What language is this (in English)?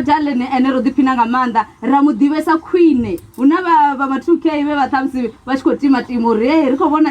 Venda